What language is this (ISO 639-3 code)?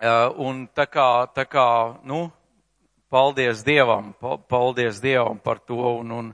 lav